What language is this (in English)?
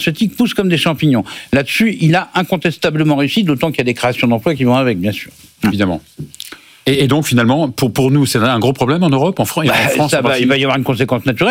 French